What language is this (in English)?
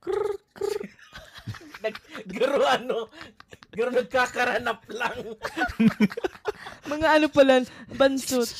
Bikol